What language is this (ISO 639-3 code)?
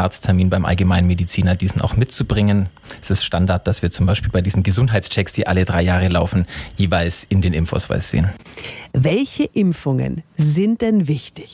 deu